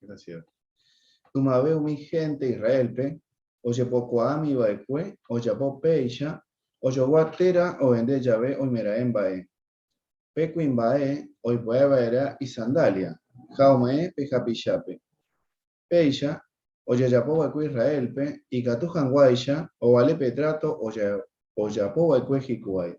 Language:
Guarani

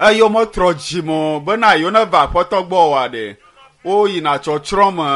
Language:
Ewe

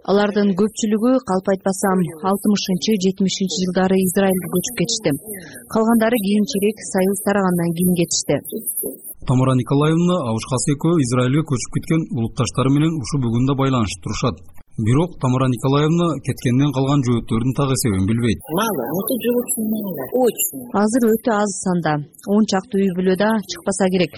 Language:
Kyrgyz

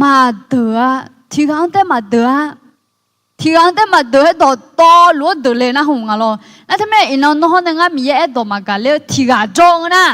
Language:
Akha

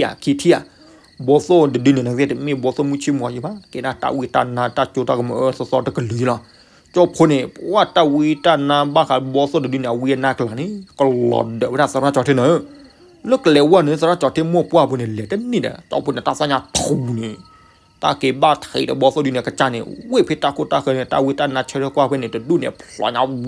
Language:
S'gaw Karen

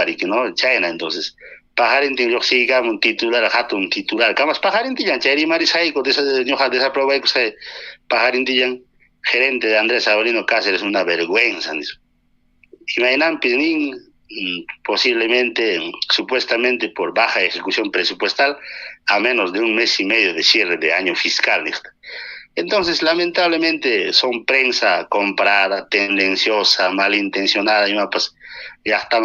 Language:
Ayacucho Quechua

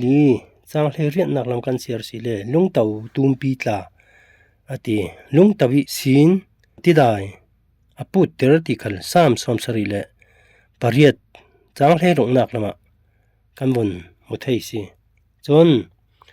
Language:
Falam Chin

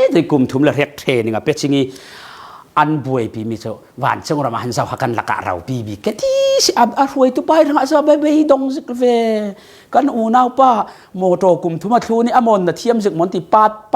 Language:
Falam Chin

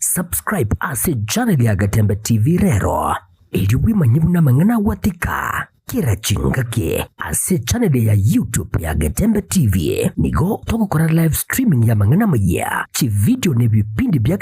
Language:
Gusii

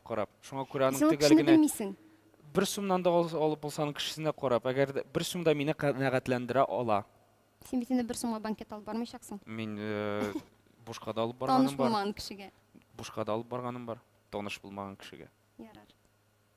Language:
Tatar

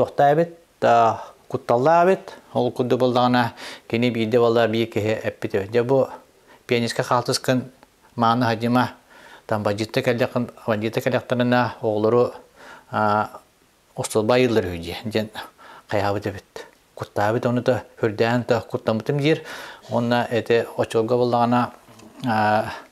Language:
Yakut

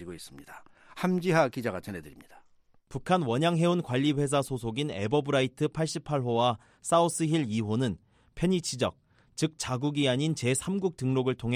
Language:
Korean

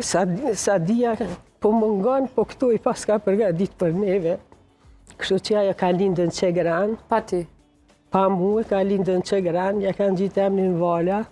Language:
Albanian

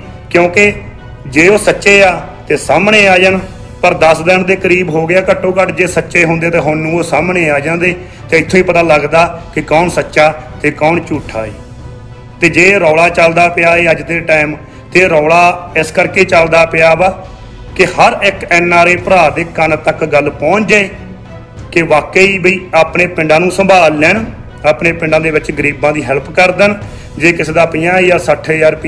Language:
Punjabi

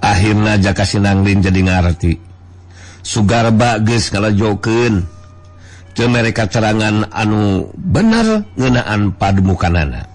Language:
Sundanese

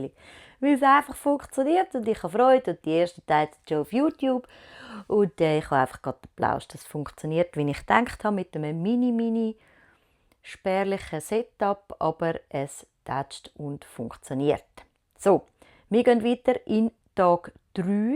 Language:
Swiss German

